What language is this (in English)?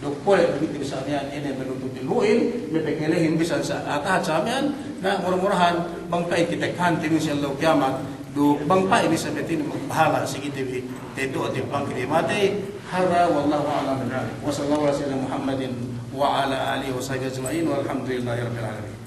Yakan